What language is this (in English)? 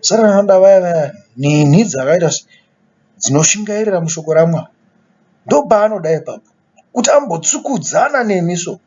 Shona